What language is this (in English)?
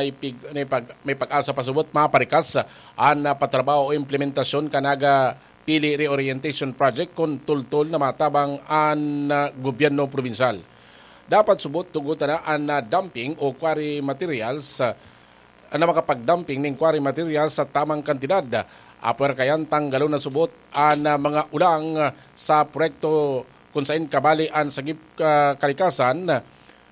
Bikol